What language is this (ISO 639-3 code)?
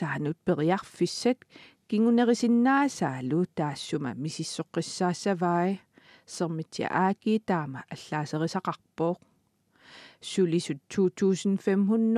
kal